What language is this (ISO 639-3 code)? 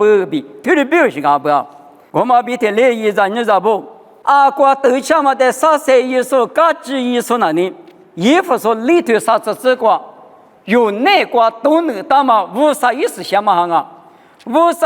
lis